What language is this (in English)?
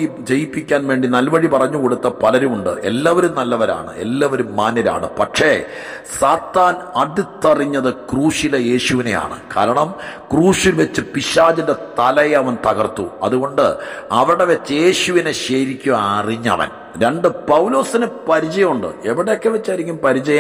Malayalam